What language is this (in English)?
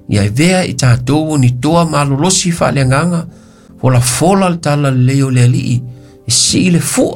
Samoan